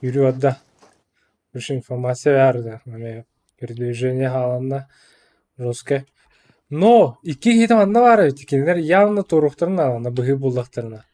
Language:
Yakut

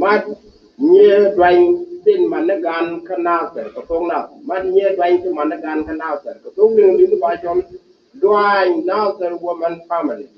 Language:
Nuer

